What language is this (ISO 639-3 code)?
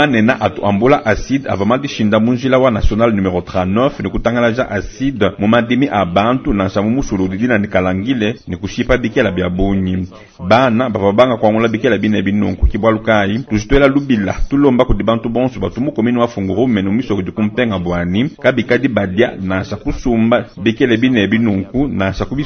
lua